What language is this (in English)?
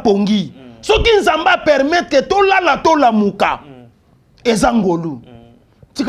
Lingala